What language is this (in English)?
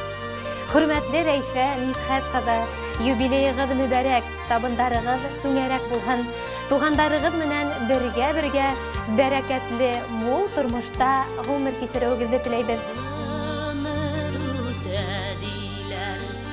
Bashkir